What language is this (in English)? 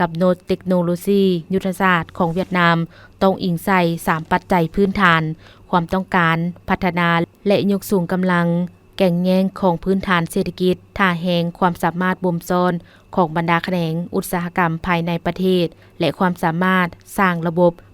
Lao